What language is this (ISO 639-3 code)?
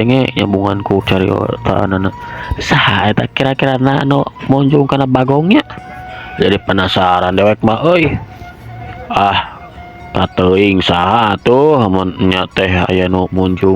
sun